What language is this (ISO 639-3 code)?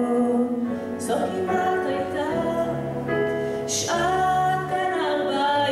heb